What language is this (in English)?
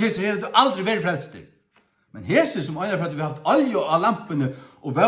Faroese